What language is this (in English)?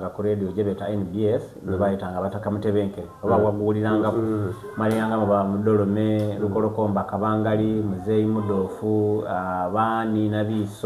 Soga